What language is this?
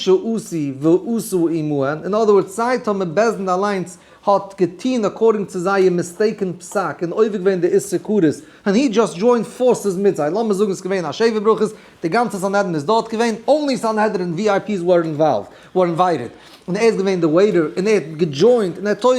Yiddish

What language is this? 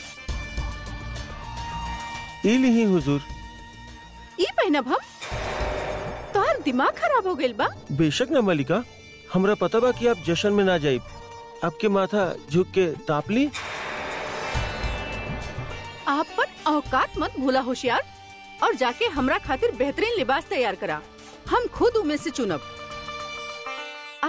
Bhojpuri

